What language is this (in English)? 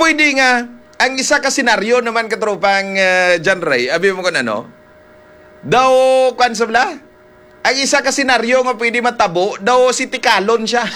Hiligaynon